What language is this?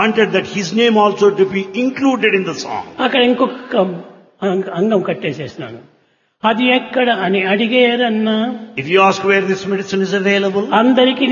Telugu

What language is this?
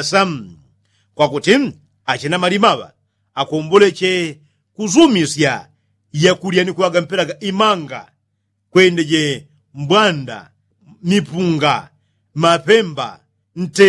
Yao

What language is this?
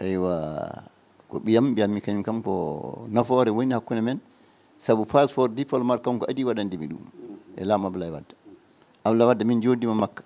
Fula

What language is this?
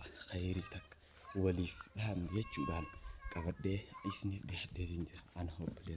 Oromo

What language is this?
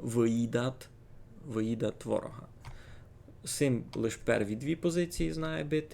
Rusyn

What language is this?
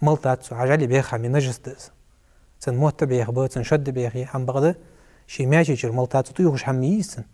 Ingush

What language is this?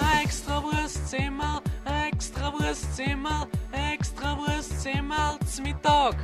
Bavarian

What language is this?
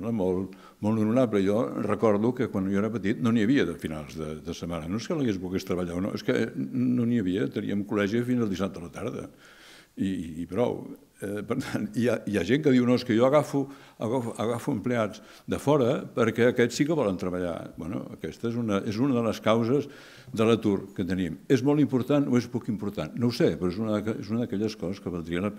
Catalan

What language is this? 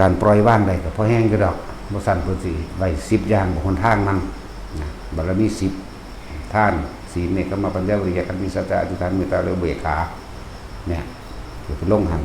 Northeastern Thai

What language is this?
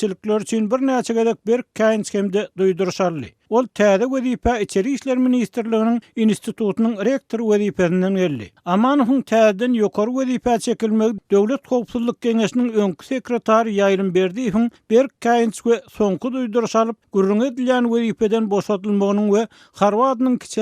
Turkmen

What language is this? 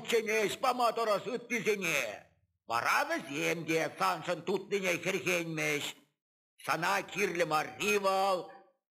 Chuvash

